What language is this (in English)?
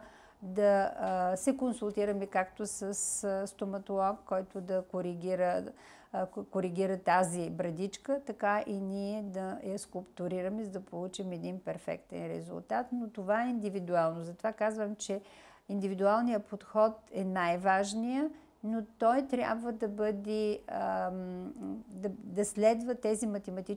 Bulgarian